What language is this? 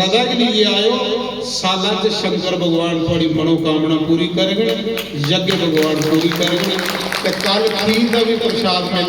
Dogri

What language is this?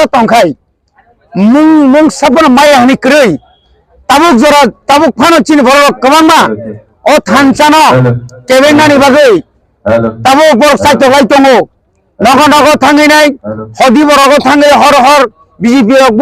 Kok Borok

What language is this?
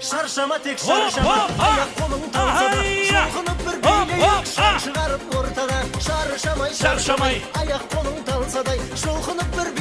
Kara-Kalpak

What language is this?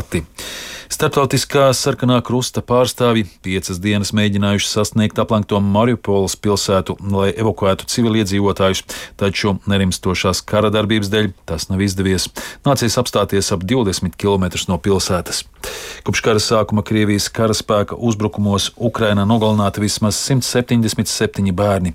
Latvian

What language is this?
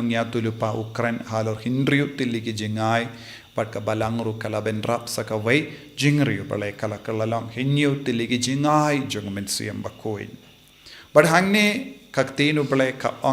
Khasi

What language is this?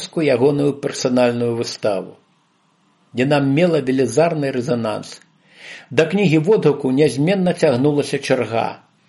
Belarusian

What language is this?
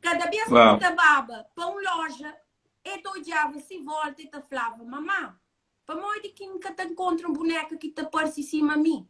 Kabuverdianu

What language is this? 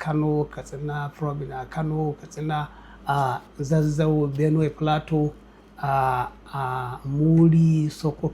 Hausa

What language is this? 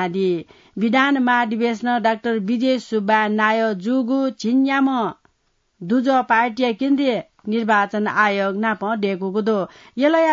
Newari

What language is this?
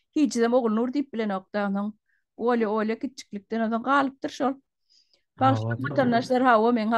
Turkmen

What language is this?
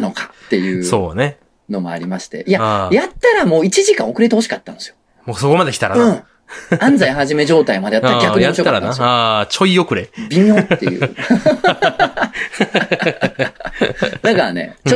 Japanese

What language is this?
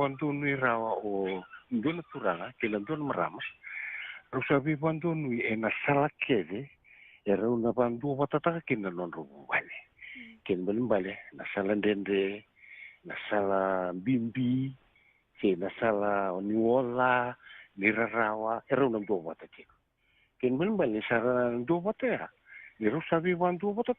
Fijian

